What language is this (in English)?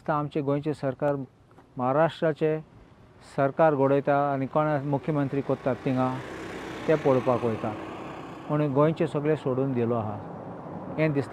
Konkani